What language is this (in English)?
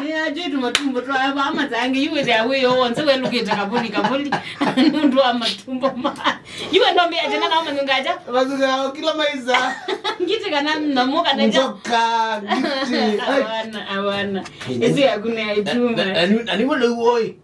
Kamba